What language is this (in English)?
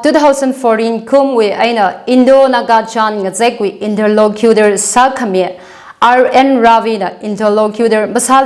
Tangkhul Naga (India)